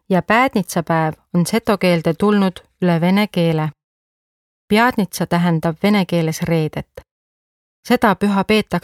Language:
Estonian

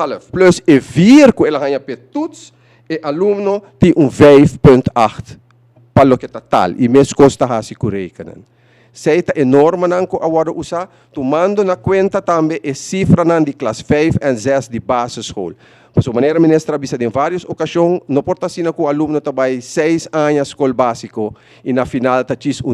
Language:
Papiamento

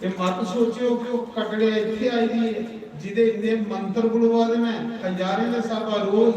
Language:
Dogri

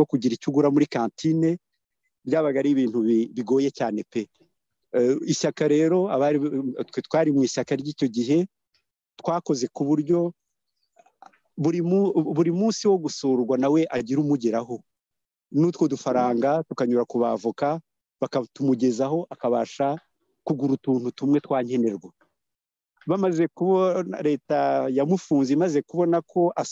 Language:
Kinyarwanda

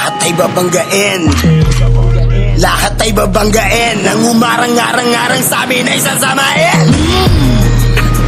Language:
Filipino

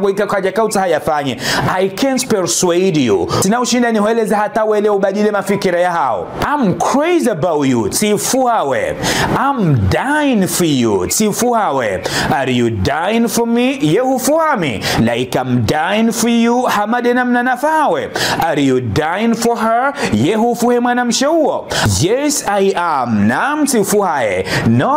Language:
Ngazidja Comorian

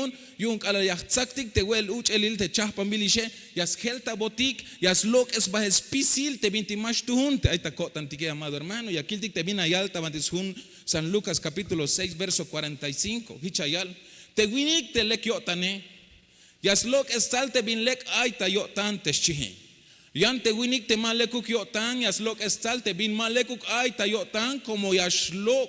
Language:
Tzeltal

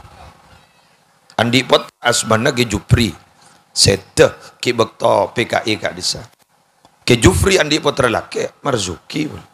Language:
Madurese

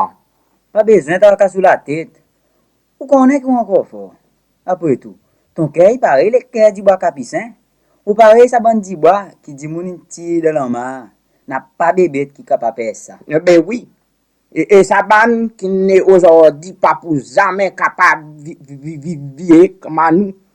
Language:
Seselwa Creole French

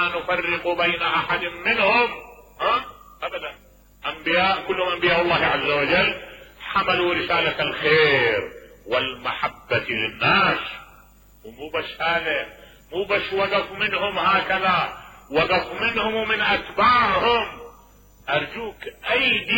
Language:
Mesopotamian Arabic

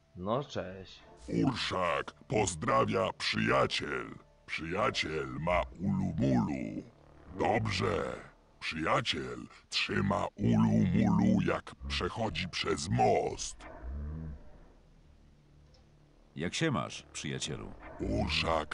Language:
Polish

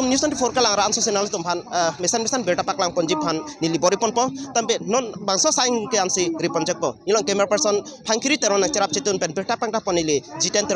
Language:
Karbi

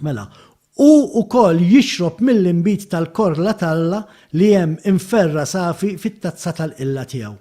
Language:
Maltese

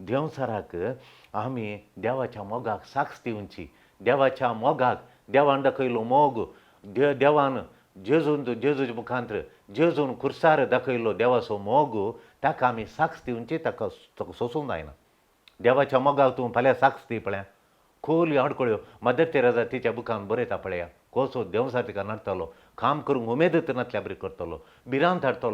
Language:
Konkani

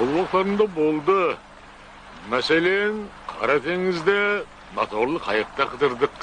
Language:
Kara-Kalpak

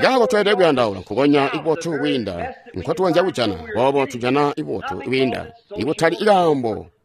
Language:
Tonga (Zambia)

